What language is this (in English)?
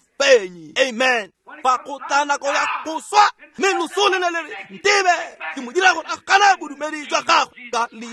Tswana